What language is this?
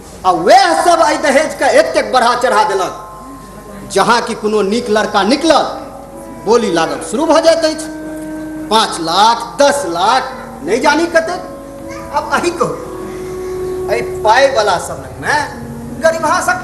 Maithili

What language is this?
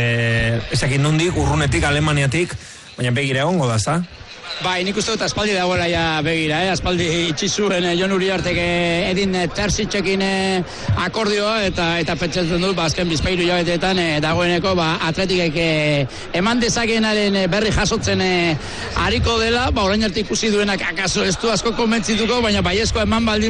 Basque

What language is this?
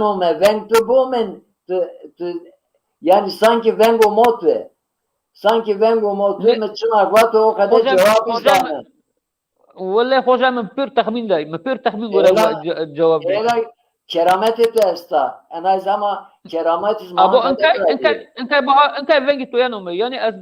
Zaza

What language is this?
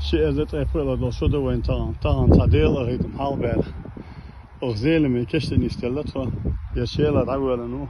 Chechen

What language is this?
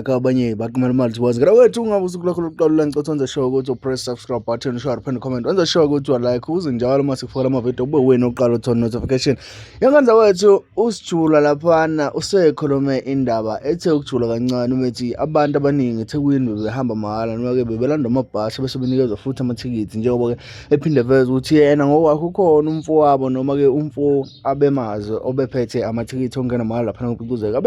Zulu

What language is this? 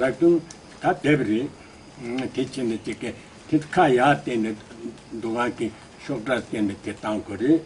Tibetan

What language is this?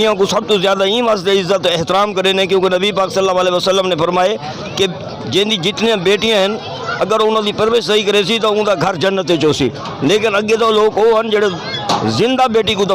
Saraiki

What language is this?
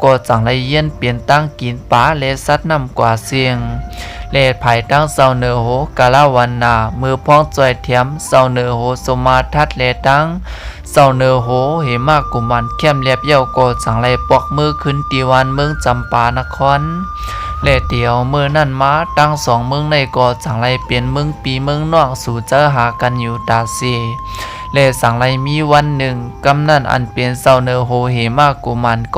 Shan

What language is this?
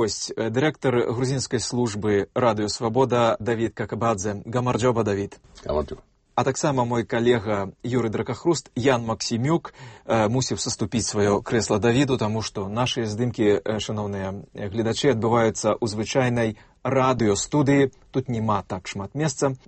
Belarusian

